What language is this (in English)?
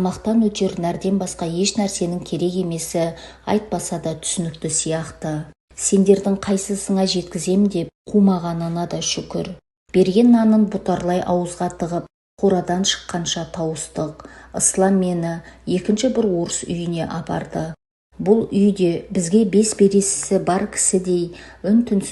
Kazakh